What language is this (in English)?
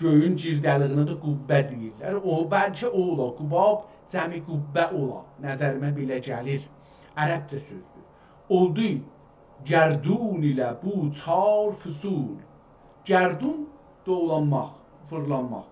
South Azerbaijani